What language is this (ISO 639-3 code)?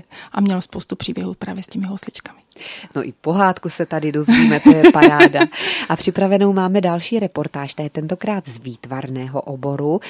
ces